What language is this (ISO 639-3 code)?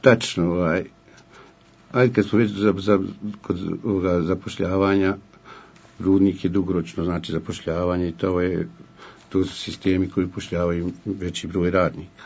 bos